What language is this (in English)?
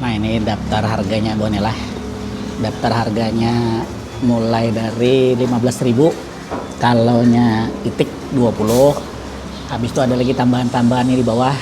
Banjar